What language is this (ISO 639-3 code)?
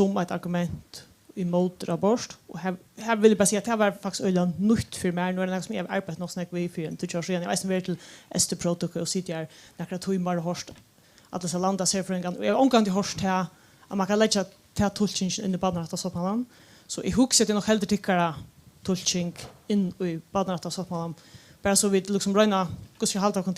fao